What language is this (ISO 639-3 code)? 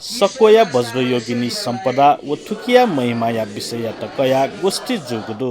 new